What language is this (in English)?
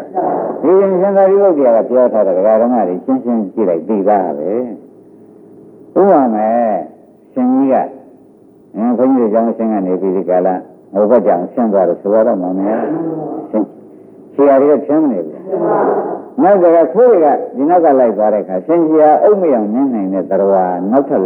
Burmese